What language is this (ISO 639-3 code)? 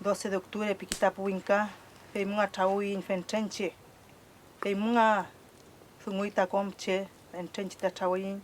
arn